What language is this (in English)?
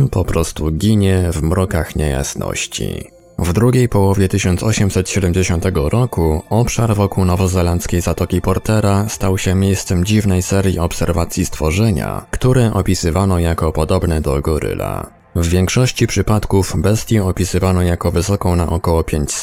Polish